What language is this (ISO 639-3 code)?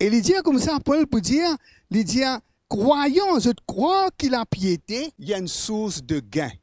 mfe